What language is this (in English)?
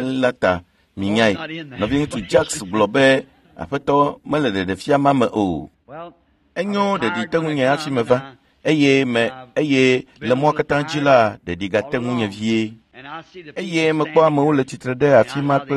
Ewe